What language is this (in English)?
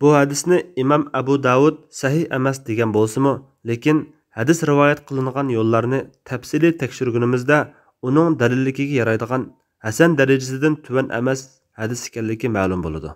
Uyghur